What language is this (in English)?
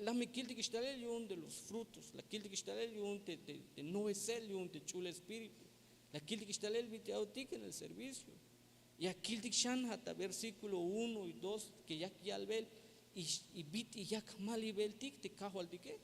Tzeltal